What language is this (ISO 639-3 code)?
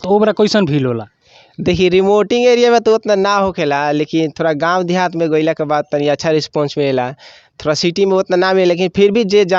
bho